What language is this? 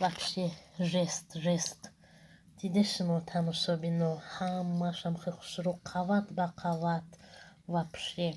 Tajik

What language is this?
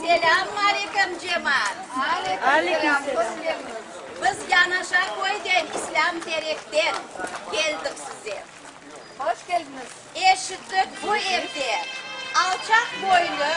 Crimean Tatar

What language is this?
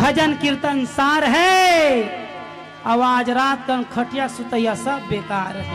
Chhattisgarhi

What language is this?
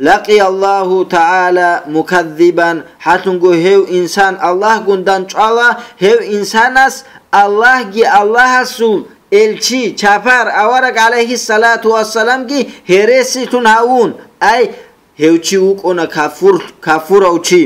Avaric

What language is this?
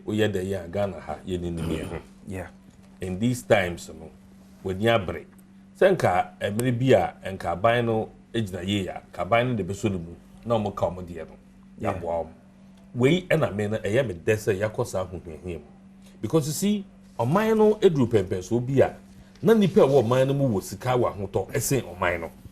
Akan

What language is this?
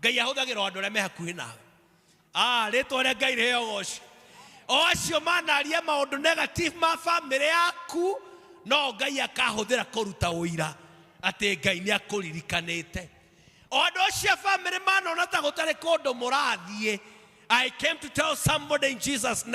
Kikuyu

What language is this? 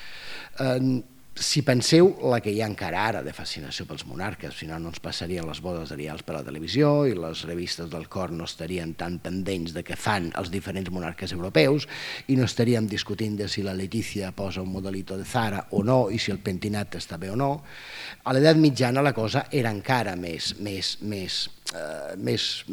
Catalan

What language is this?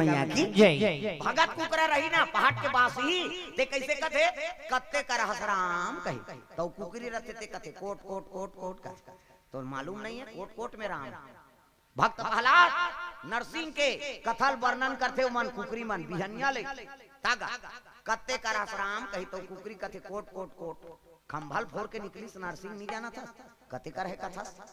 Chhattisgarhi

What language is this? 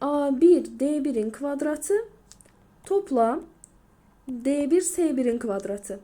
Azerbaijani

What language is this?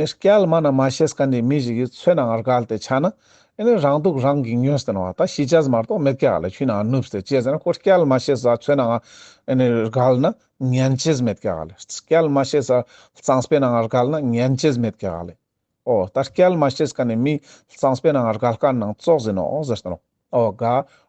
Ladakhi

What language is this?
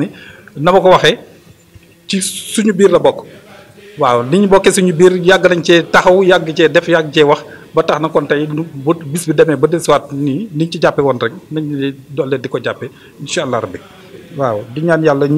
Wolof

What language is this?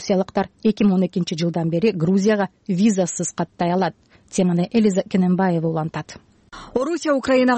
Kyrgyz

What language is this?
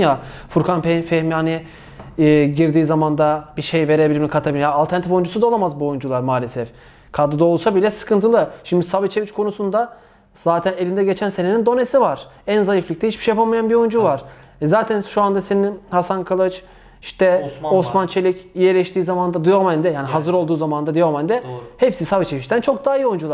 Turkish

